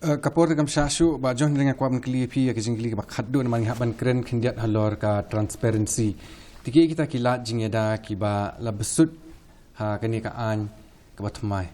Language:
Khasi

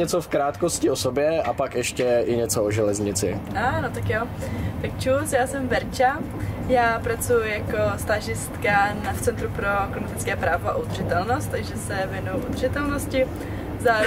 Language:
Czech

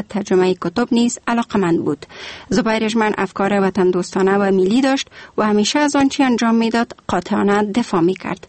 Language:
Persian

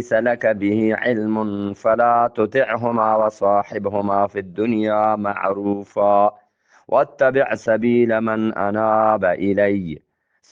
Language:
Eastern Balochi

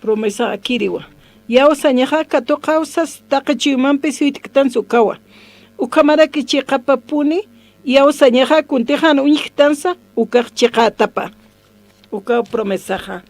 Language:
Aymara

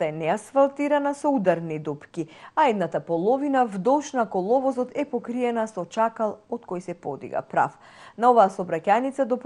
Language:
Macedonian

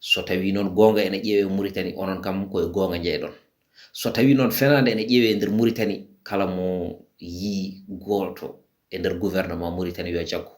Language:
Fula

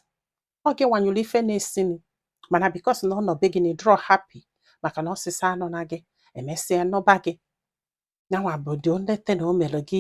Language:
Igbo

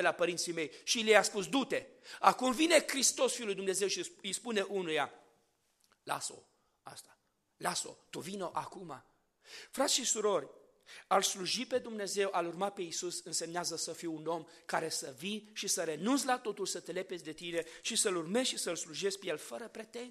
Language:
Romanian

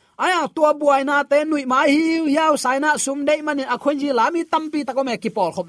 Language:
Tedim Chin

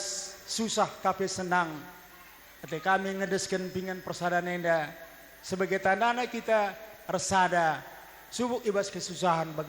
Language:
Batak Karo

